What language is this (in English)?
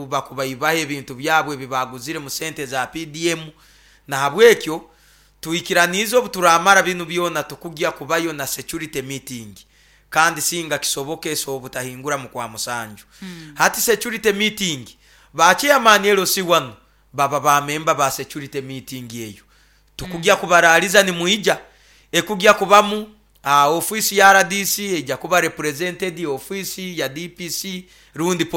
Nyoro